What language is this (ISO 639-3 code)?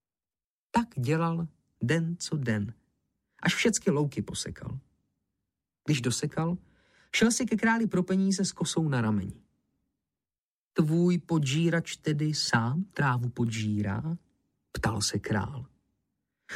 ces